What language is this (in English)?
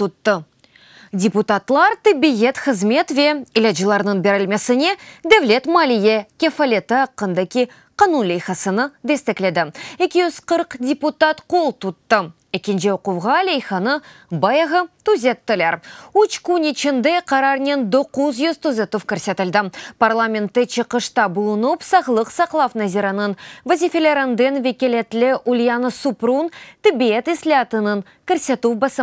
Crimean Tatar